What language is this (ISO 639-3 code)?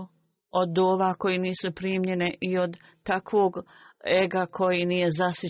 bos